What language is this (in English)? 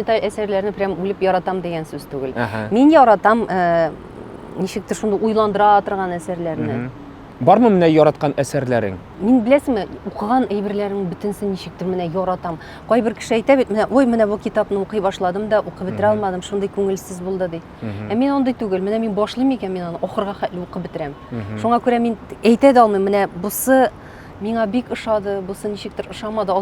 Tatar